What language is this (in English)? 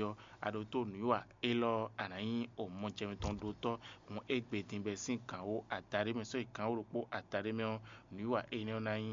Fon